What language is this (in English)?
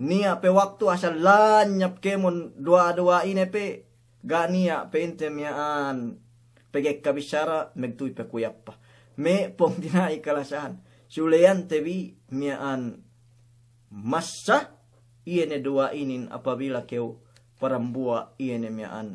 Yakan